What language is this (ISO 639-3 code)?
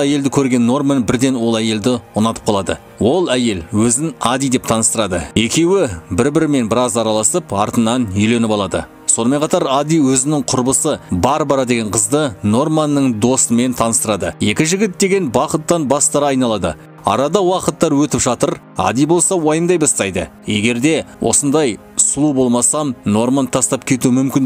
kaz